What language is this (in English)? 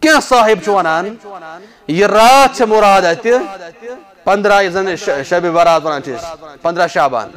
Kashmiri